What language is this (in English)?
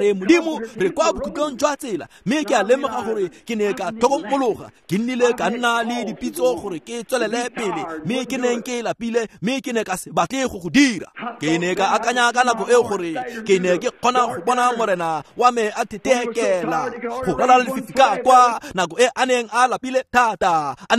Tswana